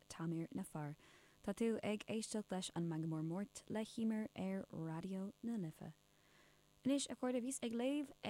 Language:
Irish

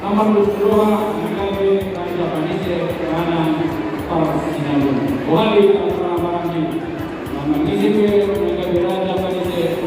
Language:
Batak Toba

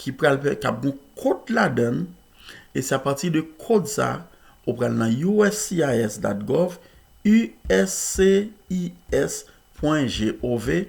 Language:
Haitian Creole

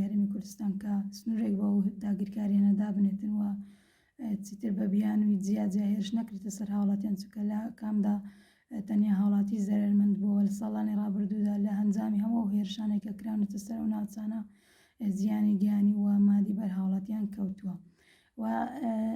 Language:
Central Kurdish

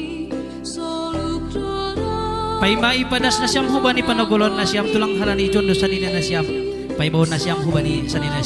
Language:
Batak Simalungun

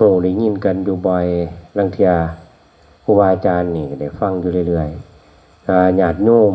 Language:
Northeastern Thai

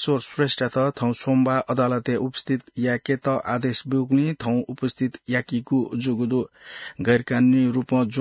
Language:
Newari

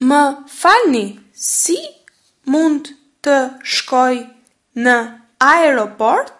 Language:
Albanian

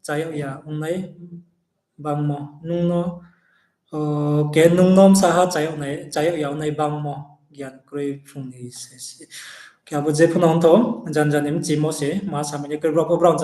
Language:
Riang (India)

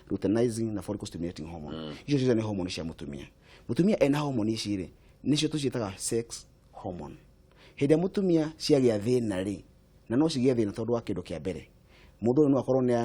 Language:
Kikuyu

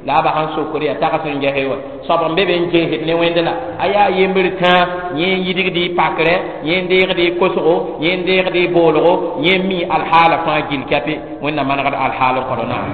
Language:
Mossi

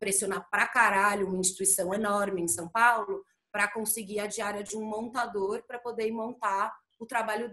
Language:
Portuguese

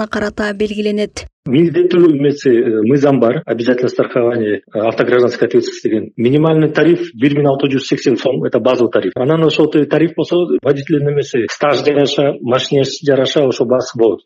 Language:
Kyrgyz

